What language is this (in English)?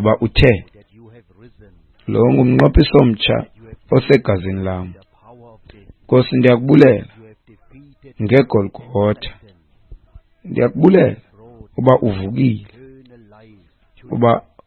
Xhosa